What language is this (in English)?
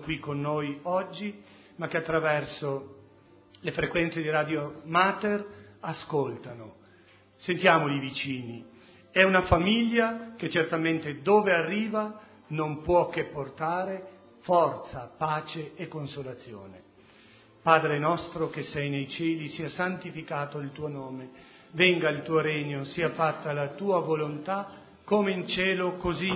Italian